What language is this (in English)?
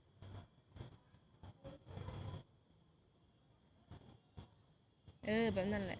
Lao